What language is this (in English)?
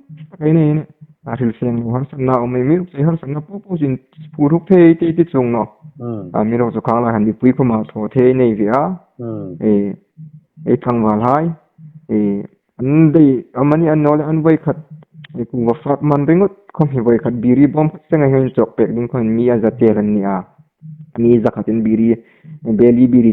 Hmar